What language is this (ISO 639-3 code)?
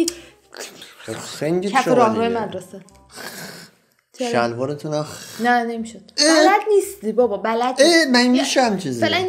fas